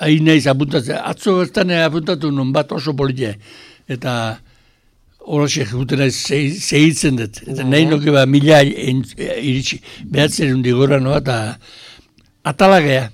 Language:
Basque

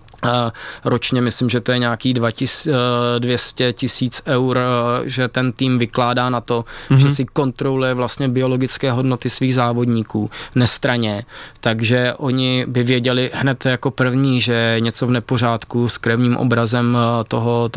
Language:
Czech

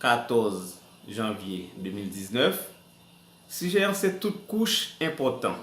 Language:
Haitian Creole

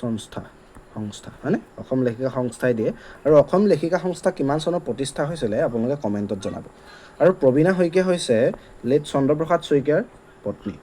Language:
Assamese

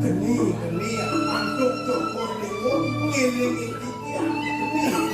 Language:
Balinese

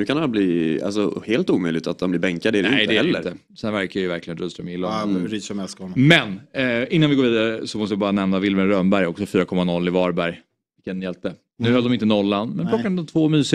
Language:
Swedish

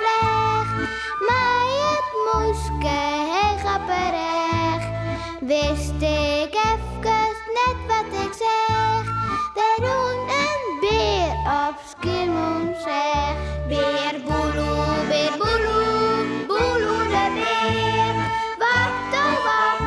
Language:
Western Frisian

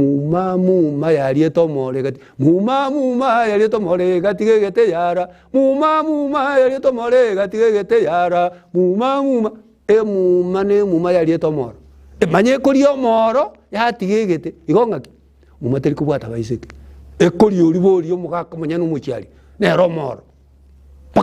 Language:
Gusii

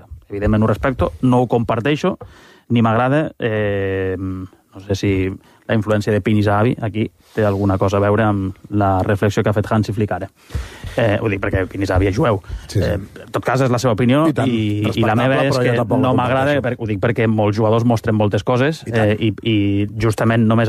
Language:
Catalan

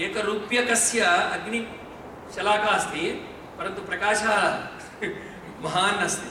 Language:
Sanskrit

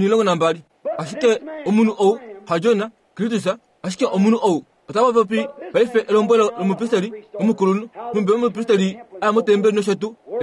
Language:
Kuanyama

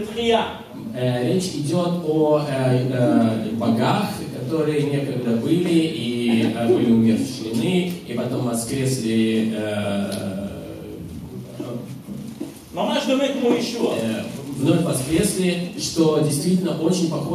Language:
Russian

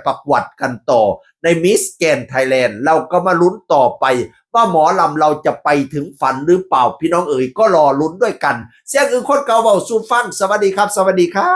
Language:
Northeastern Thai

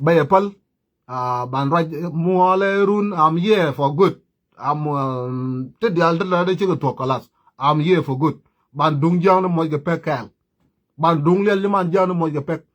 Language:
Nuer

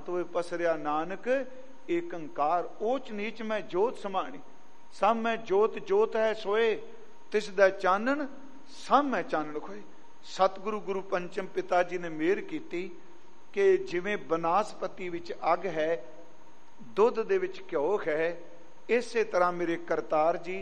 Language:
Punjabi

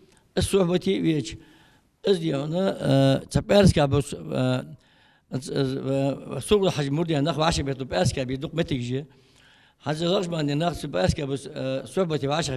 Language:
Ingush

